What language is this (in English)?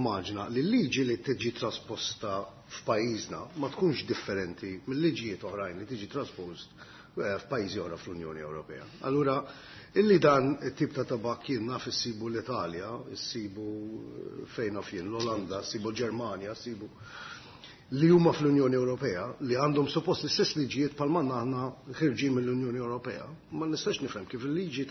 Maltese